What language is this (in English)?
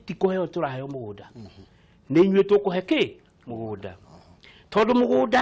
Kikuyu